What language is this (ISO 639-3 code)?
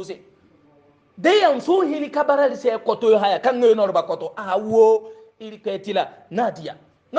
hau